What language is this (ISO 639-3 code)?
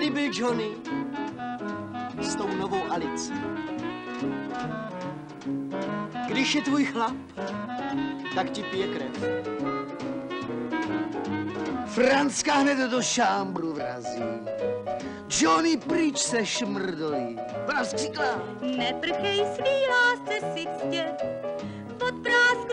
ces